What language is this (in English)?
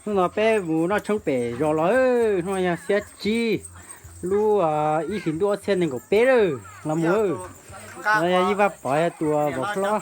Hmong